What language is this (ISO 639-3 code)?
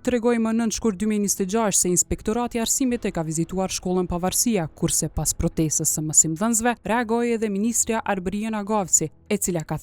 sqi